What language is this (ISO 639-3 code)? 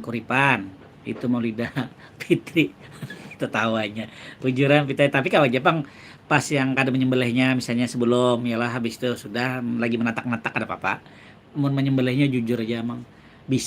bjn